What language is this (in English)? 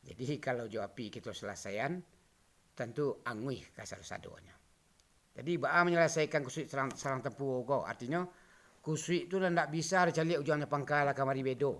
Minangkabau